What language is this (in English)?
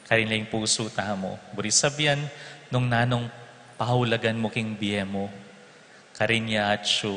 Pampanga